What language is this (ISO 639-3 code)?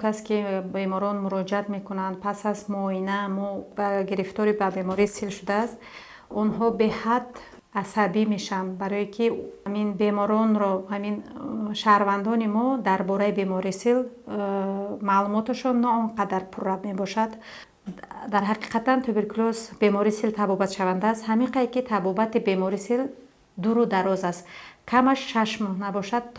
tgk